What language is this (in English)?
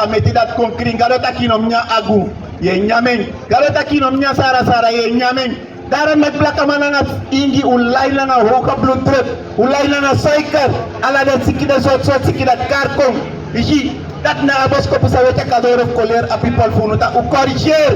Sranan Tongo